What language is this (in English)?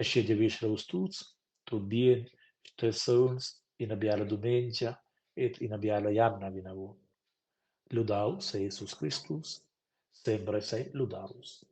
Romansh